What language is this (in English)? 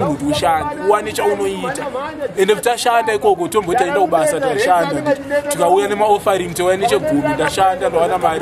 Shona